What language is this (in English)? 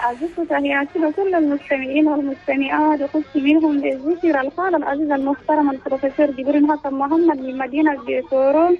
Chadian Arabic